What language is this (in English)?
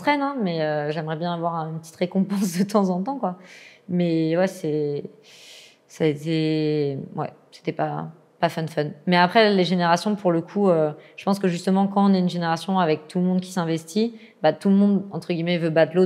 French